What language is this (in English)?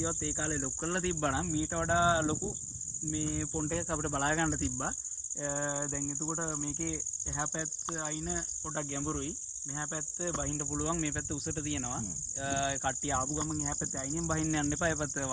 Sinhala